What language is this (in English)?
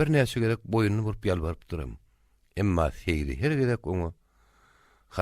Turkmen